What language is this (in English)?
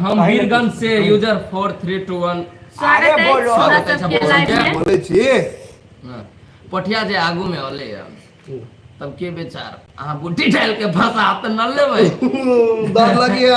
Maithili